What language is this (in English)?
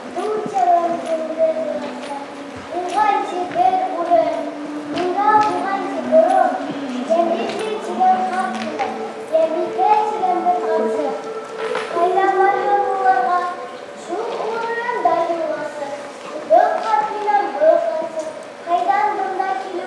Bashkir